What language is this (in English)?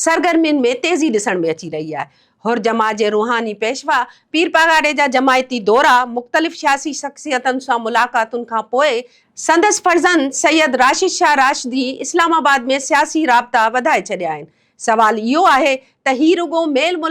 Sindhi